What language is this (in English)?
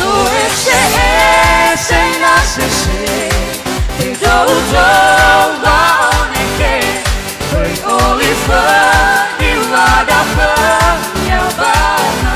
Nias